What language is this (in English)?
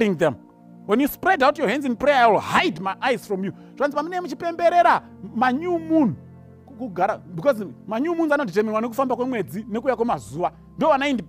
Shona